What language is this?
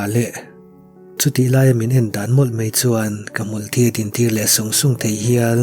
Mizo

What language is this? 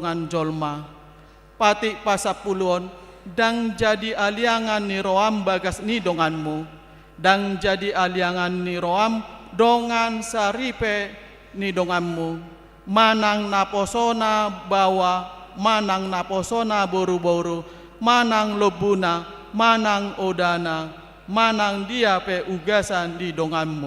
Batak Toba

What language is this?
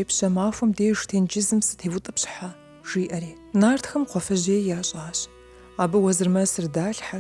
Kabardian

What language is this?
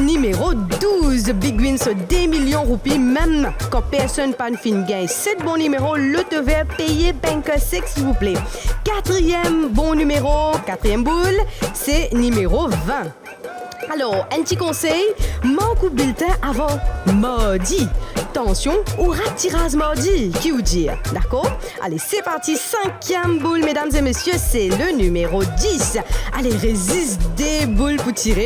Morisyen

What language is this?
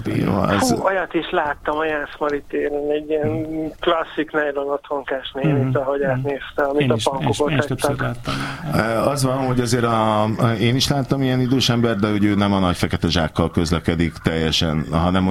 Hungarian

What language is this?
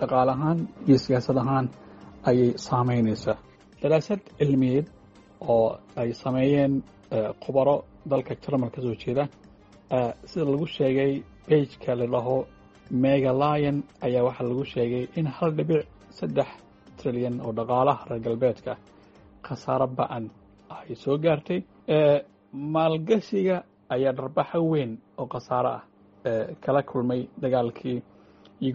Somali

